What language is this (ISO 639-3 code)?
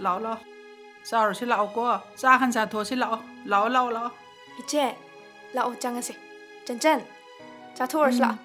mni